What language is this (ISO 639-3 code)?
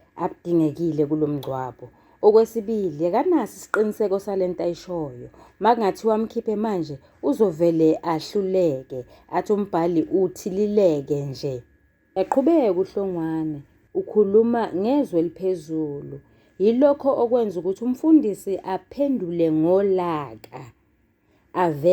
zul